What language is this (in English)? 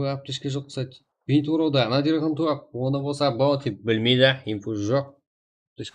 Kara-Kalpak